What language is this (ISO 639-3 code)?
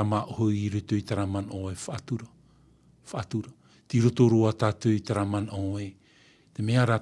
tah